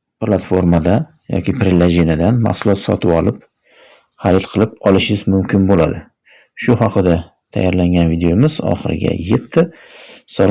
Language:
Uzbek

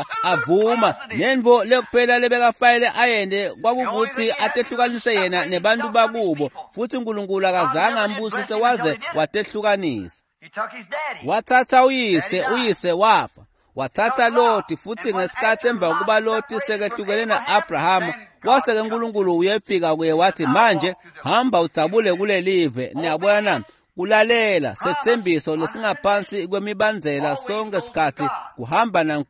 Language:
Swati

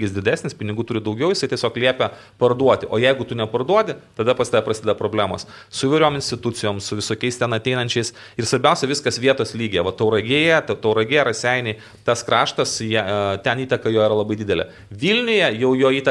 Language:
Lithuanian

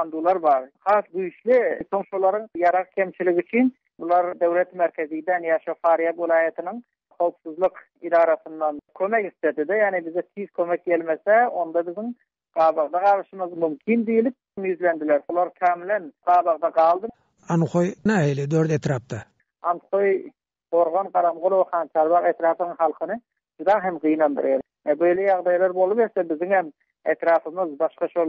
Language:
Turkmen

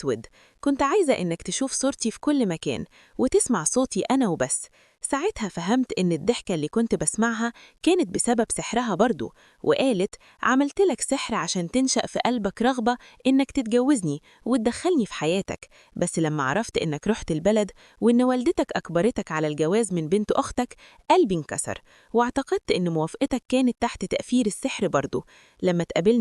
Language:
Egyptian Arabic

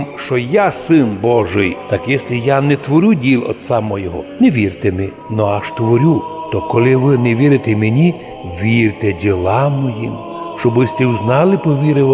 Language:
Rusyn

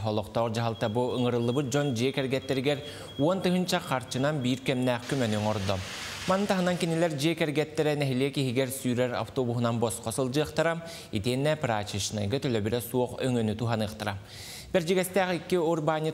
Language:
Yakut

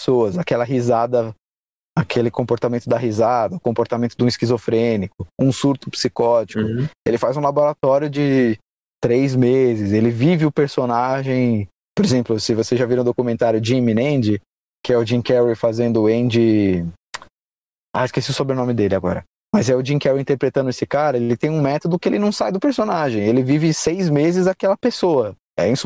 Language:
Portuguese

